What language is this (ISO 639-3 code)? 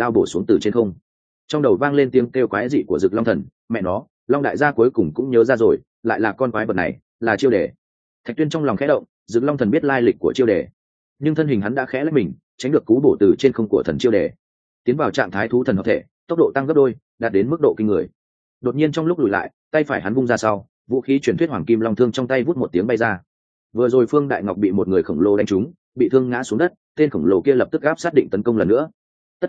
vie